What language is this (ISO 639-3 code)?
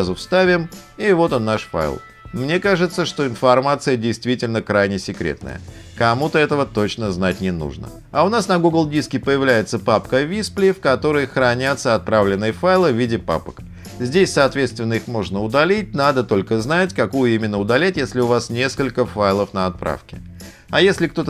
rus